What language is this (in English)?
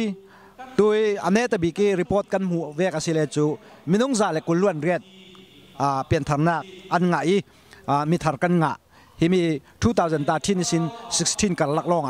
Falam Chin